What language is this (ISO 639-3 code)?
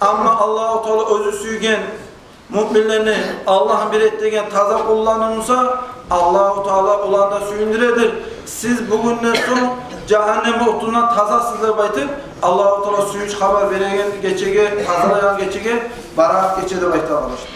kum